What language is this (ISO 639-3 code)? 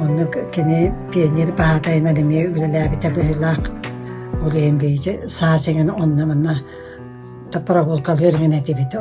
sah